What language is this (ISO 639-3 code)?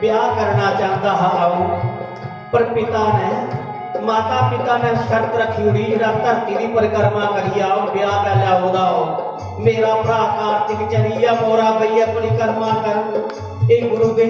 doi